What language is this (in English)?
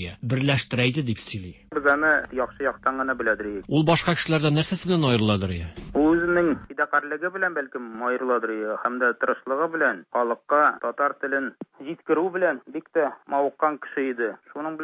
Tatar